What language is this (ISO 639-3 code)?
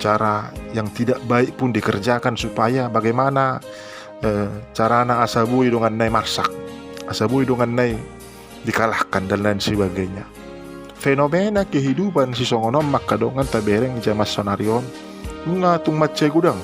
bbc